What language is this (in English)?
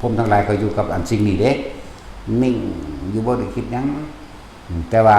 Northeastern Thai